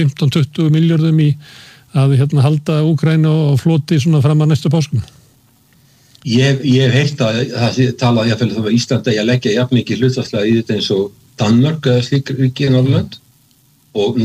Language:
Icelandic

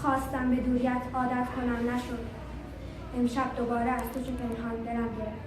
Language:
Tajik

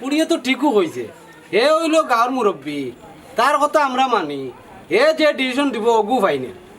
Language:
Sylheti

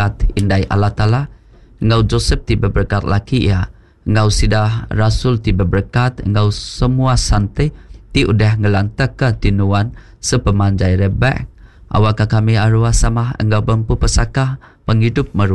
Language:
Iban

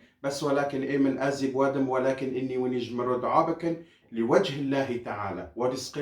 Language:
Kurdish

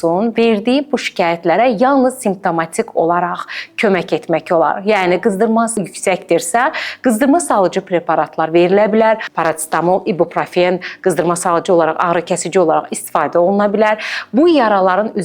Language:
Azerbaijani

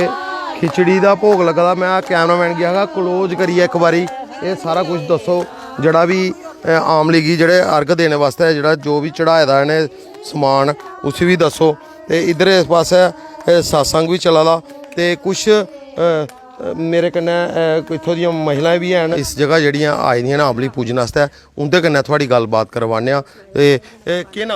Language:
Dogri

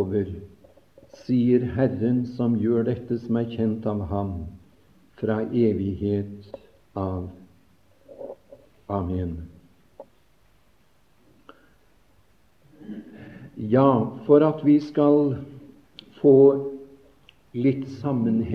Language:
Norwegian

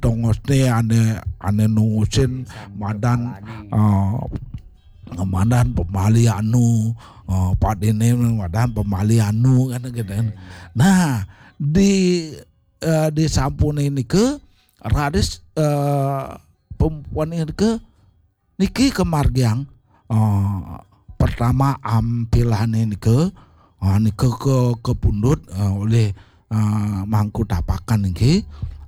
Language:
Balinese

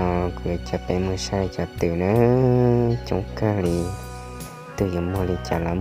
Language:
Hmong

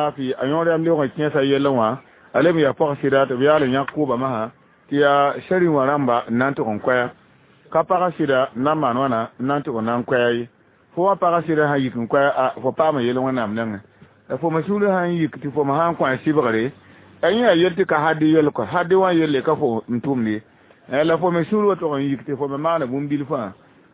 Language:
Mossi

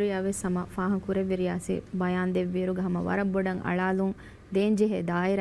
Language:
Divehi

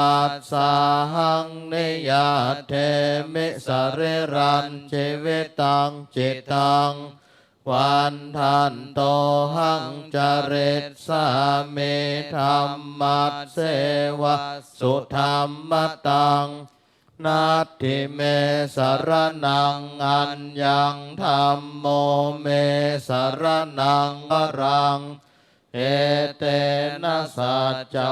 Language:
Pali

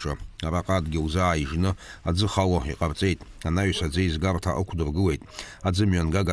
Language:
Abkhazian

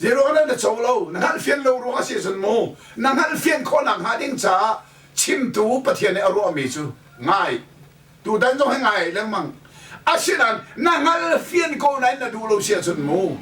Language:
Hakha Chin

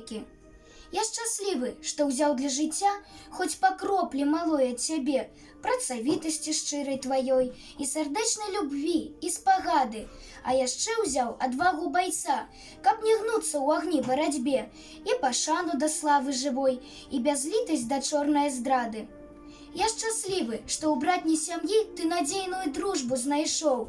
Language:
Belarusian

